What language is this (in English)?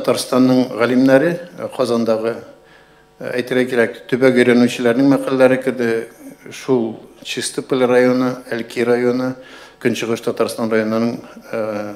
Tatar